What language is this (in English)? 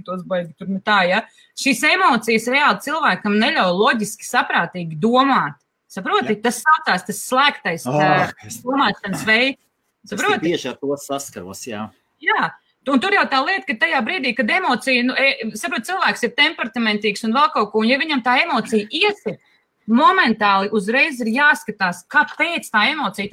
Latvian